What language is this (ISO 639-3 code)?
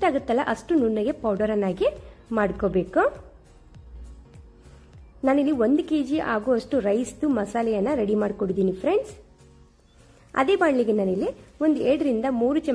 kan